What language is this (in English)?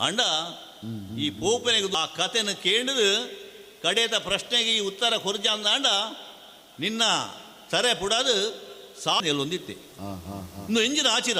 Tulu